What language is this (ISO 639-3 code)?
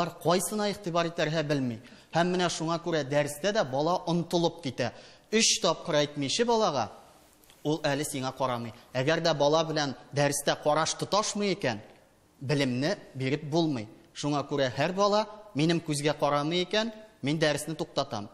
tat